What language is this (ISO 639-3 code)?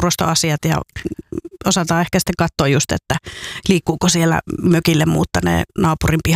fin